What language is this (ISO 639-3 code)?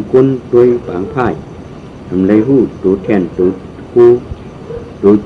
shn